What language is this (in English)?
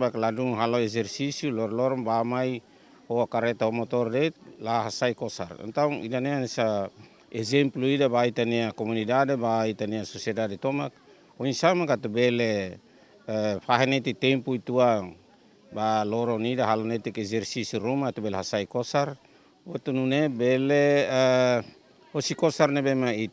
Tetum